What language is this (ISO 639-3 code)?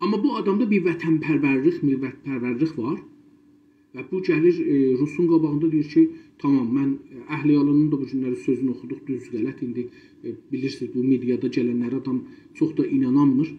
azb